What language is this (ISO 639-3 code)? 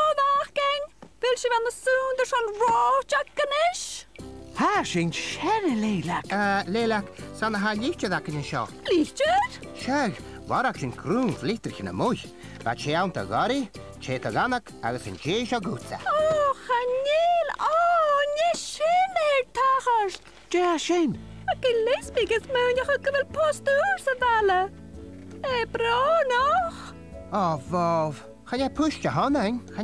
gla